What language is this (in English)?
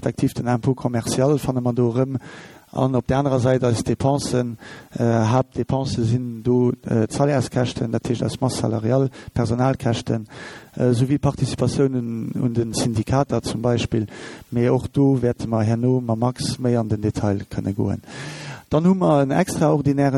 Luxembourgish